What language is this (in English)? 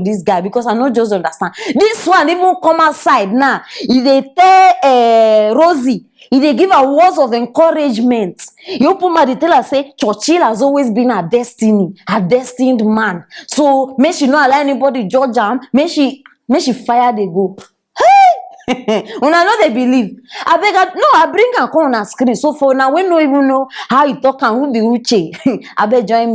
Nigerian Pidgin